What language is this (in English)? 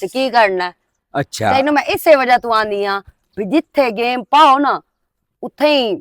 Western Panjabi